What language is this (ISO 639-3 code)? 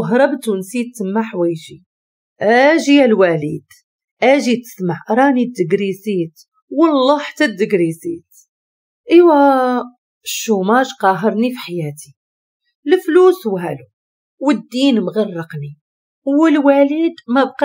ary